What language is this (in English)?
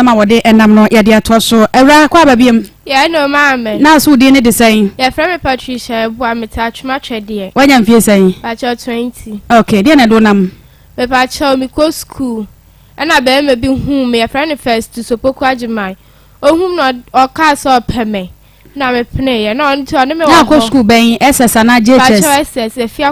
Akan